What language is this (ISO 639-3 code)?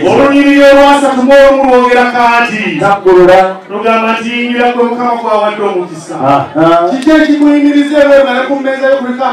lug